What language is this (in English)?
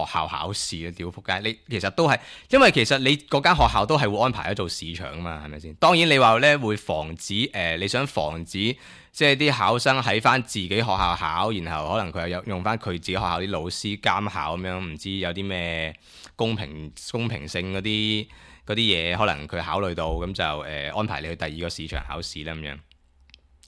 Cantonese